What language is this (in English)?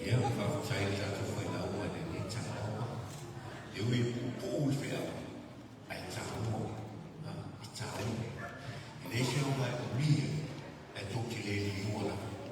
Samoan